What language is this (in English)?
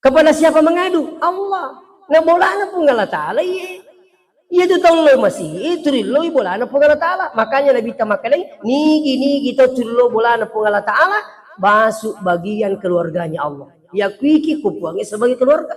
Buginese